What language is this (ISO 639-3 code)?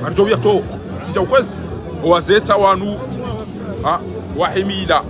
zdj